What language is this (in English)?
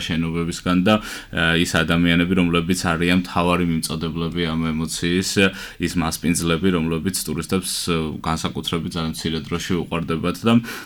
Georgian